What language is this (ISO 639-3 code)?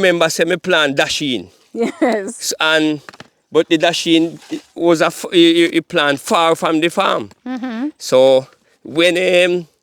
jam